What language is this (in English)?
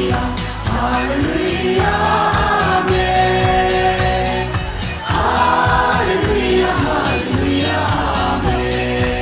Mizo